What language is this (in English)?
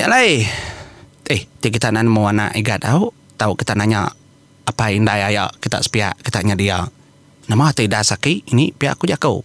Iban